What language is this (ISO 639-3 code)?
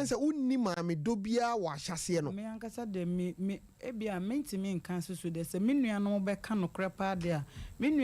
aka